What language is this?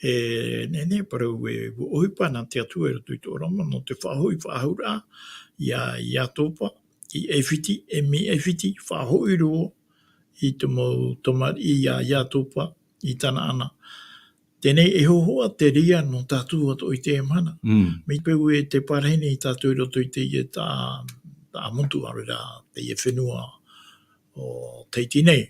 Tahitian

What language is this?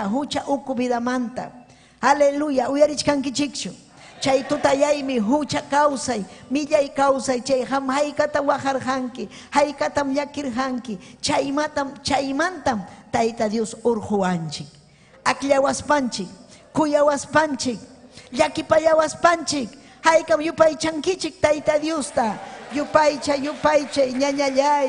Ayacucho Quechua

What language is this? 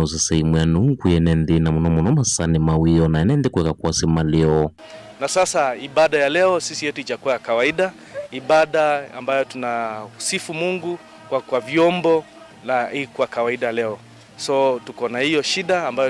Kamba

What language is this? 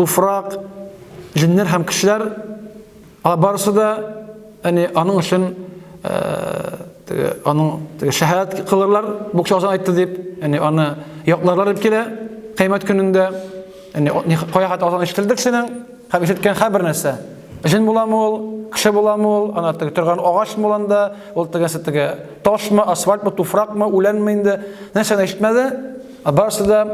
Tatar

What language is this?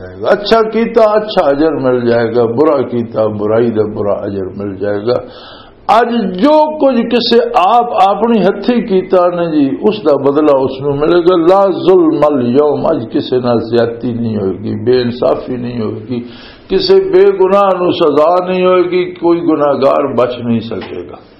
Western Panjabi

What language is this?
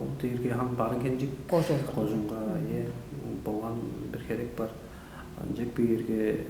Tuvinian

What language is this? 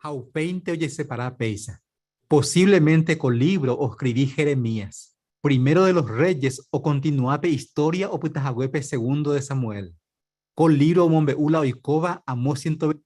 Guarani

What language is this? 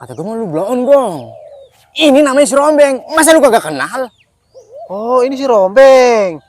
Betawi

